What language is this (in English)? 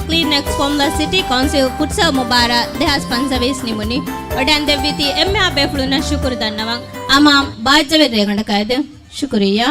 Divehi